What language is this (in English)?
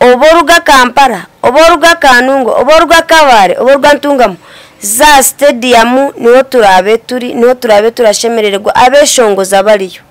Nyankole